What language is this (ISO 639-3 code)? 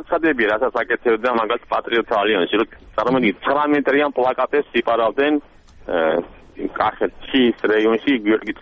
kat